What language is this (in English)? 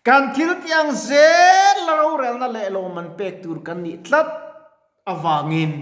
Mizo